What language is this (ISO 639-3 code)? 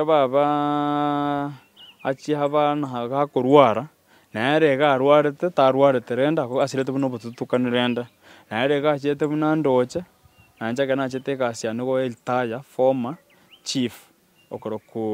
guz